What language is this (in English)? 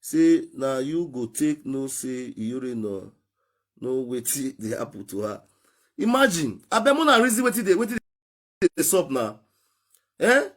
Nigerian Pidgin